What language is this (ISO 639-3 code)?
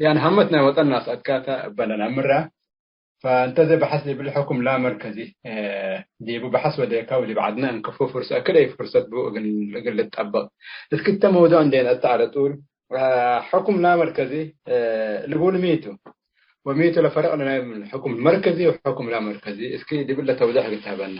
tig